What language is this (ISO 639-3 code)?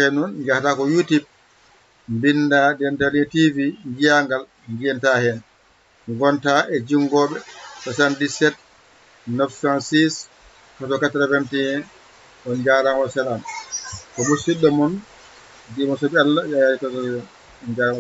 ful